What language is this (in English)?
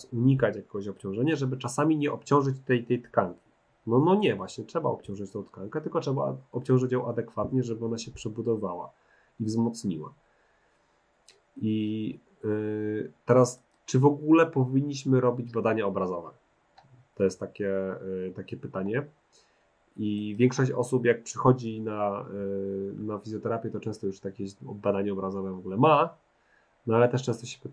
Polish